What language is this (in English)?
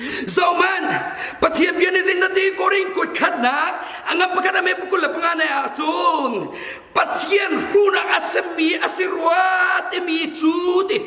Hakha Chin